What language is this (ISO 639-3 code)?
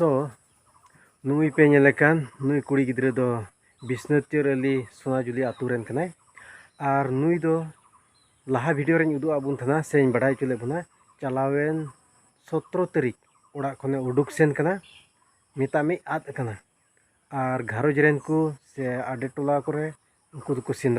sat